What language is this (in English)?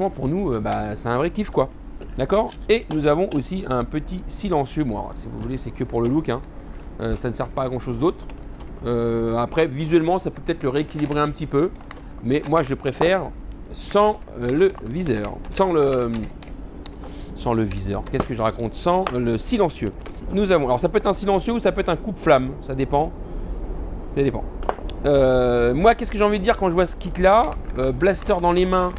French